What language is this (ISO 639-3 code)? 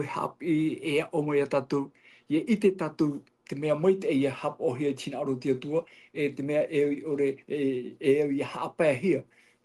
tah